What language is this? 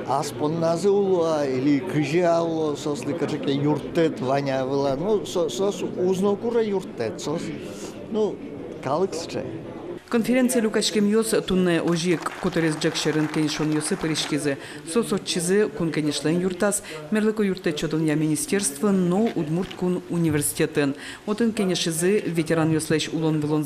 Udmurt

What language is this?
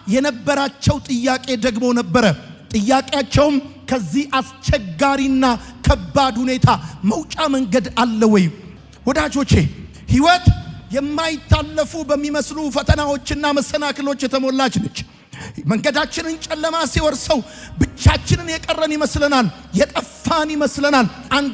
Amharic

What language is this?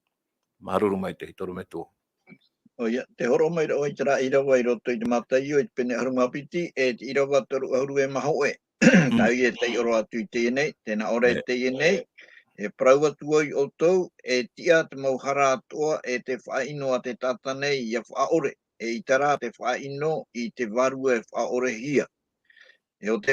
Tahitian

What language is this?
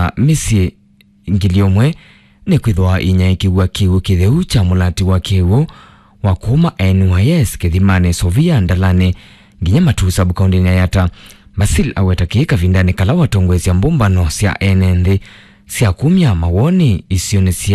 Kamba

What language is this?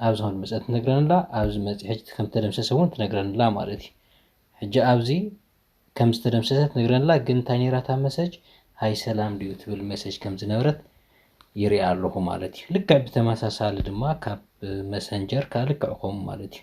Tigrinya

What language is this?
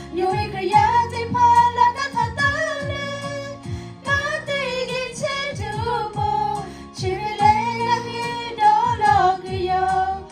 Lahu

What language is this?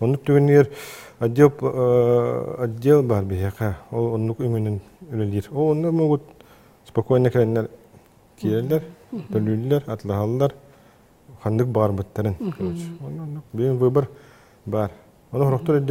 Yakut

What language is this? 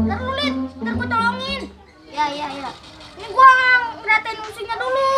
Betawi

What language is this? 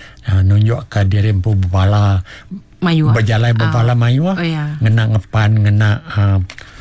Iban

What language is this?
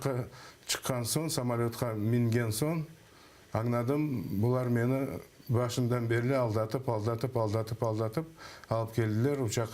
Crimean Tatar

